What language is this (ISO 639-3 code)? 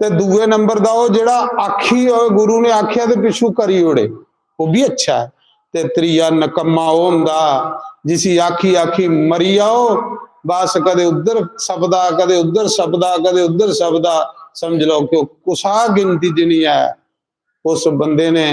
doi